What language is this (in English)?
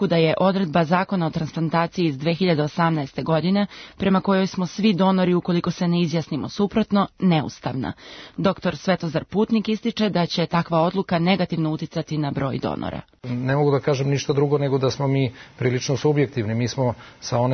Serbian